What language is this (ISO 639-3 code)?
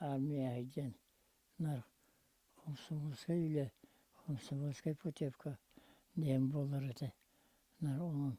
sah